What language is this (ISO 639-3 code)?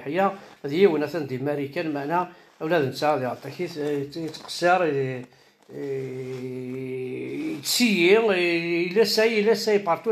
kab